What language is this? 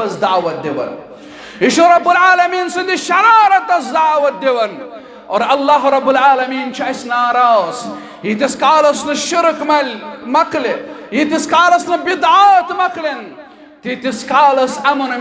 Kashmiri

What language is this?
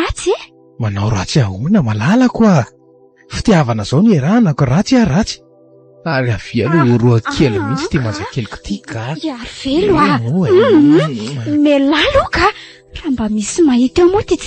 Malagasy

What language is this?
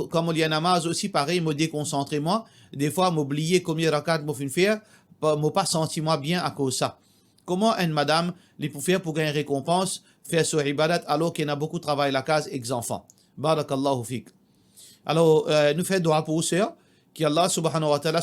Morisyen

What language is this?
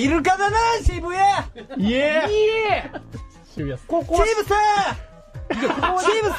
Japanese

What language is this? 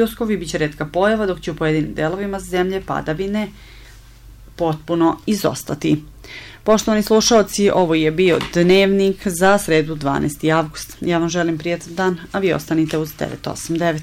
Serbian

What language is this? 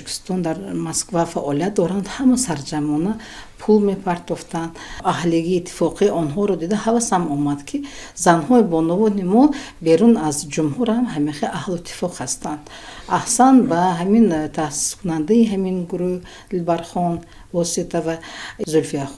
Tajik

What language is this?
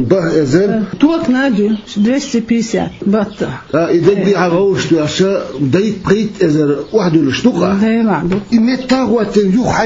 Chechen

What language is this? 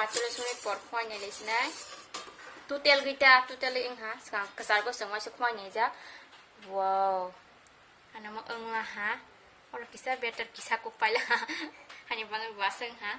Kok Borok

